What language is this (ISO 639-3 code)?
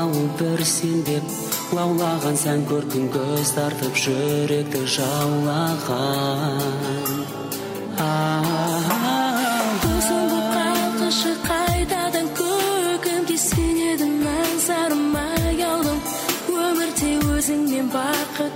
kaz